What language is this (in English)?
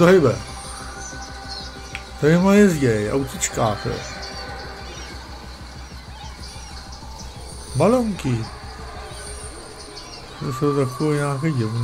Czech